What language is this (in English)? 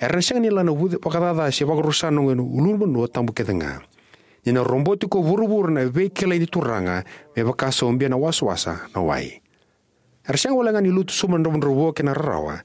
Fijian